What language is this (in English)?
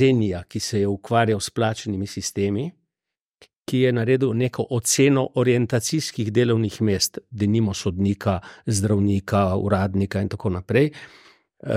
Slovenian